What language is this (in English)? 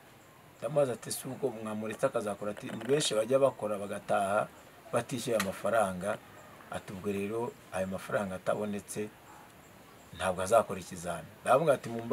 Kinyarwanda